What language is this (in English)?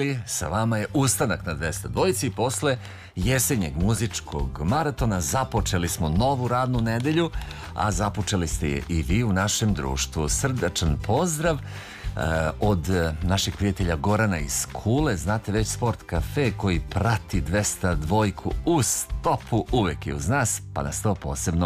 Serbian